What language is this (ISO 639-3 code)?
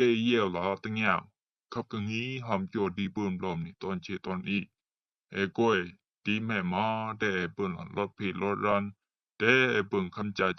rbb